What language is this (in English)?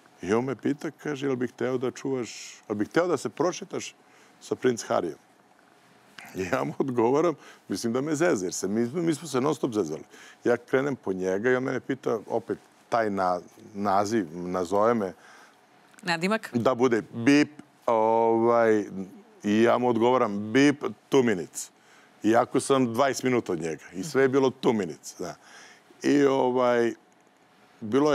Serbian